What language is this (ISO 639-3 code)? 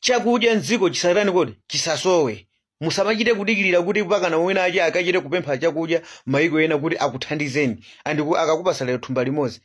nya